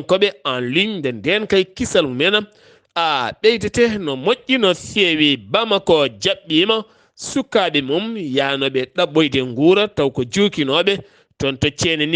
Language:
Fula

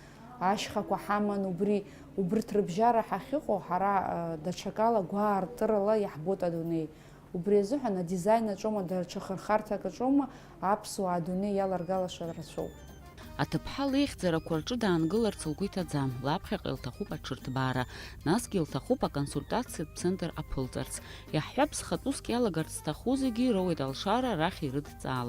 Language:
Abkhazian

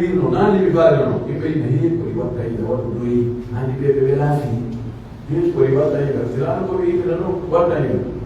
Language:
Pular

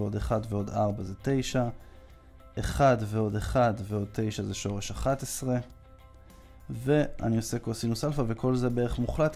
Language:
Hebrew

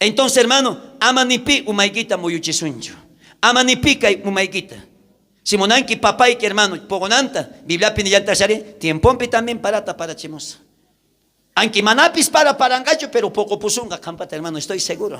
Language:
South Bolivian Quechua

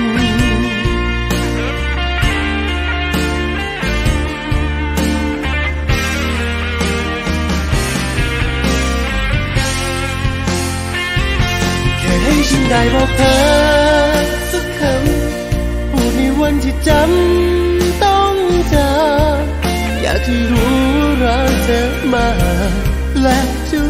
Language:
Thai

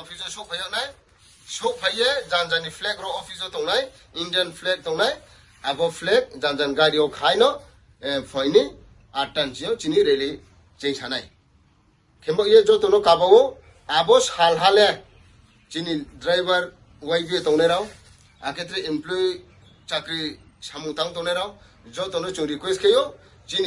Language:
Riang (India)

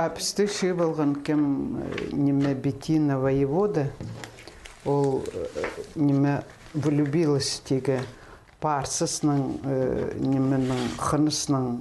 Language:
Khakas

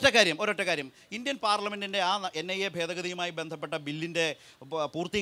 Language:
Malayalam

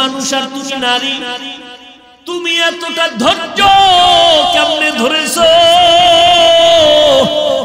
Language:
Bangla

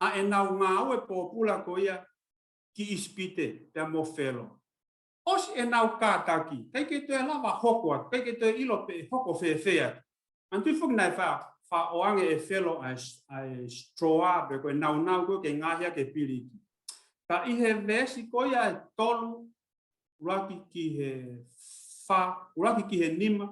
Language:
Tongan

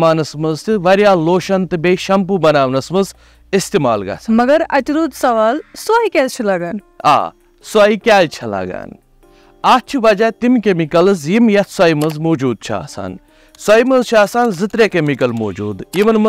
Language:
Kashmiri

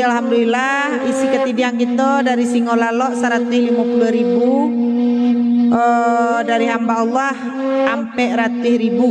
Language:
Minangkabau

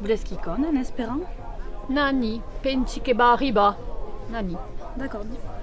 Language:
Occitan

